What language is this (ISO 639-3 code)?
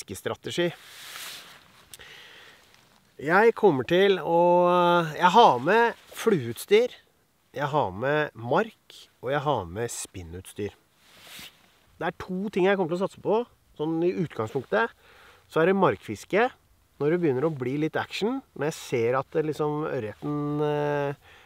nor